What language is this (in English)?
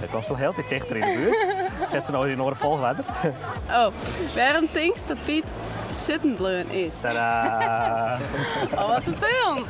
Western Frisian